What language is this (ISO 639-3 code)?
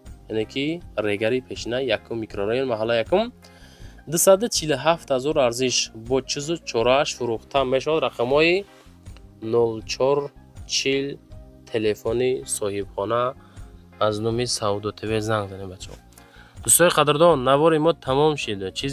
tgk